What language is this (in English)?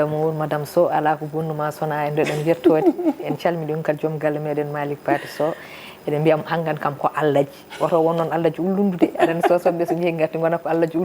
Fula